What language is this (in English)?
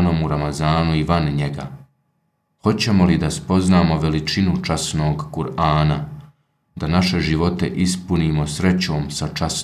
Bosnian